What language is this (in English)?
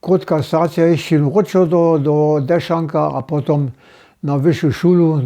Upper Sorbian